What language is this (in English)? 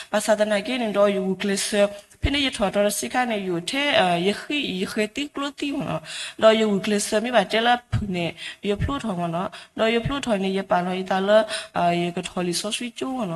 S'gaw Karen